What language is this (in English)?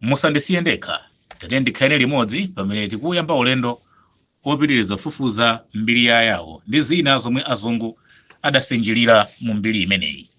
Nyanja